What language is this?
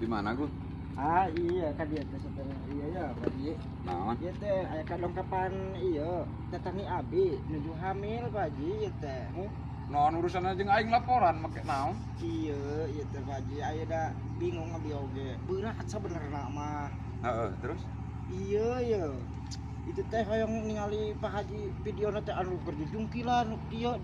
Sundanese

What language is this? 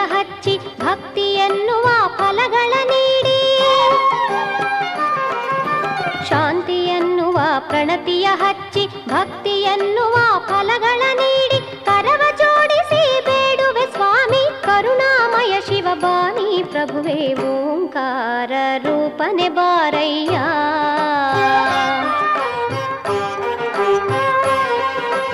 Kannada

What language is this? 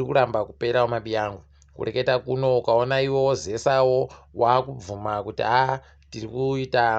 Ndau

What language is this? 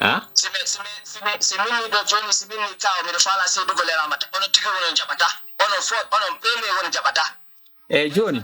Fula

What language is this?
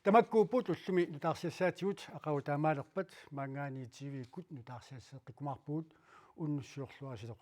Kalaallisut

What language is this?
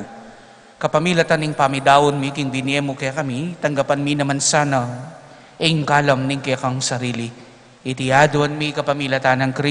Pampanga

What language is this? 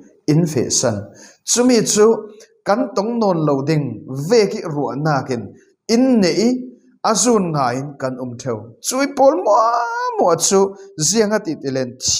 Falam Chin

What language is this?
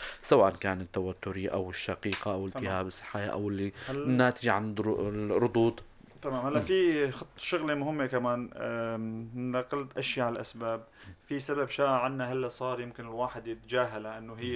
North Levantine Arabic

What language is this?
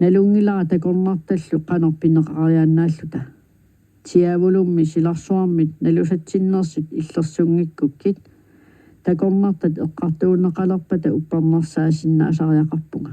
Kalaallisut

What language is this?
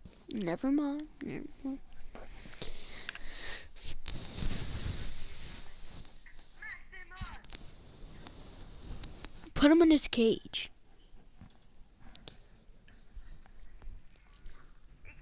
English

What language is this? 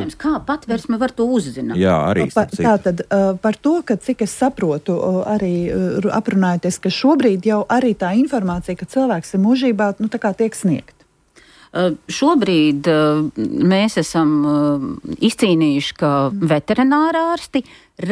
Latvian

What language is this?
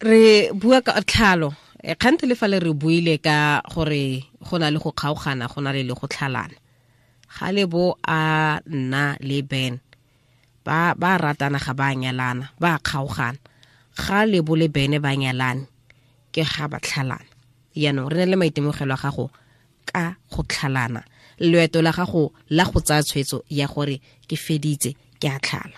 Tswana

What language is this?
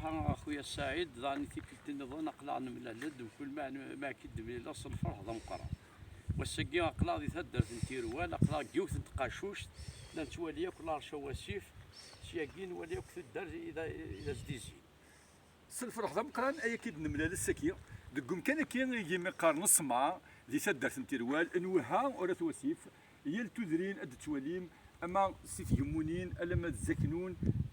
Kabyle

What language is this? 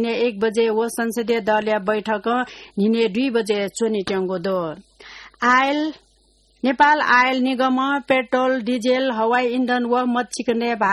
Newari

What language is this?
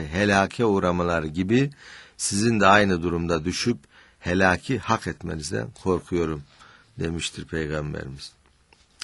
Turkish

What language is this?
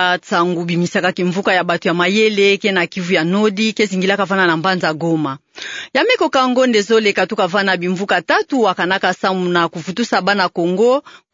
Kituba (Democratic Republic of Congo)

